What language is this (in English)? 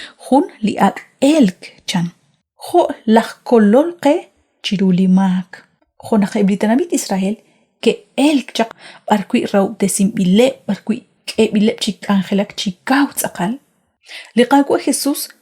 Kekchí